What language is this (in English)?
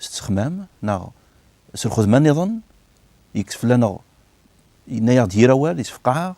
Kabyle